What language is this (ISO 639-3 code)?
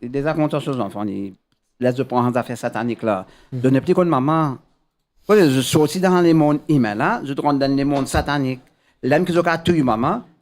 mfe